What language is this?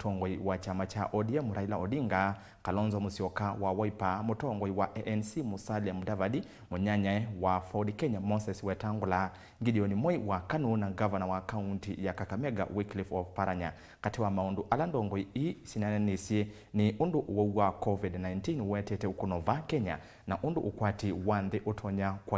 Kamba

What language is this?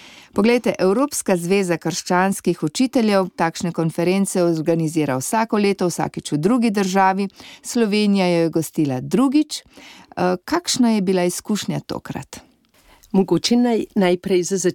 Slovenian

